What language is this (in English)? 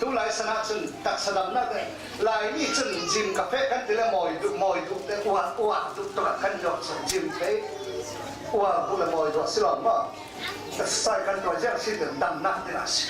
Falam Chin